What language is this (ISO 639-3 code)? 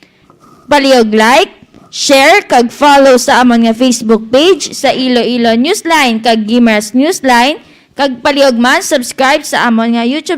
hil